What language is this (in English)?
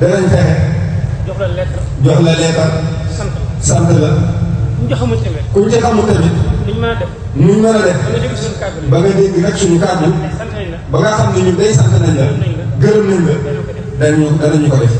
Wolof